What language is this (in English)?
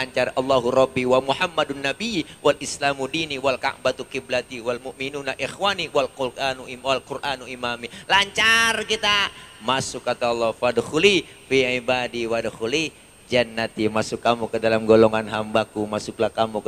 Betawi